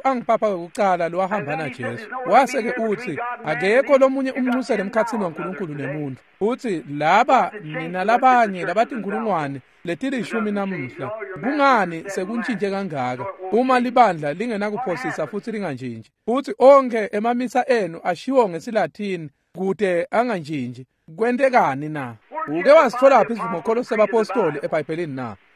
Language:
Swati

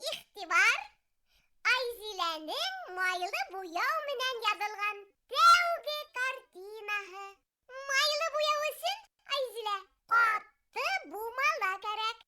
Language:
Bashkir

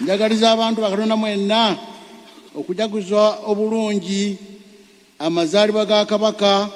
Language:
Ganda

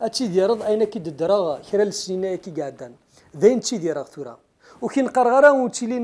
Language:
Kabyle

